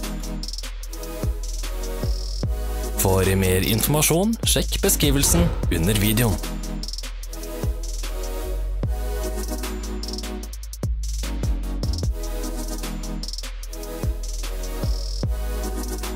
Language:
Norwegian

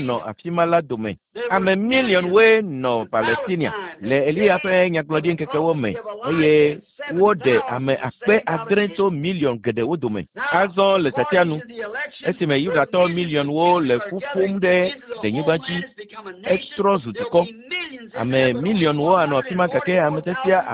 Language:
Ewe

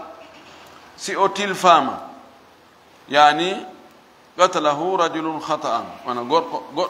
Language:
Fula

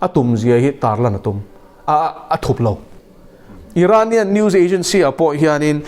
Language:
Mizo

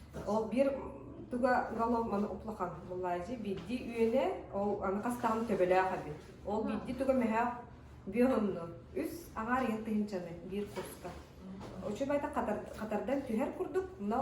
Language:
Yakut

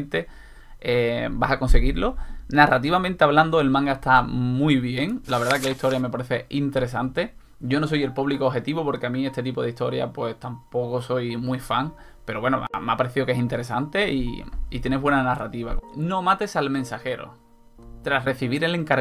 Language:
Spanish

